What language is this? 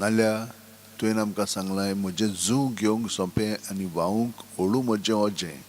Konkani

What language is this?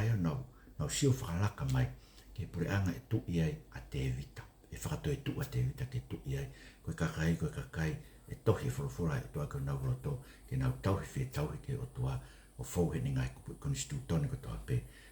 Tongan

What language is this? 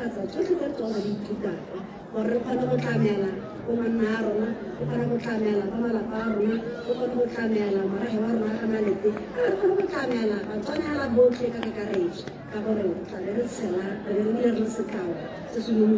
Tswana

